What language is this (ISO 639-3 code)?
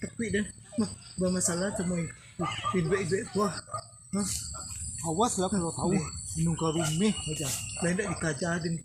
min